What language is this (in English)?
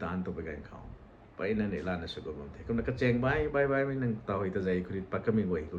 Rongmei Naga